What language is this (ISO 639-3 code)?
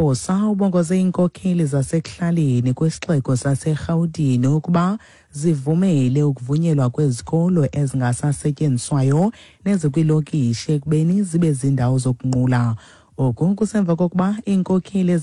xho